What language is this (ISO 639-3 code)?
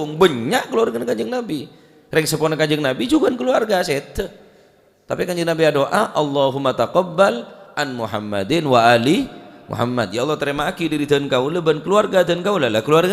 mad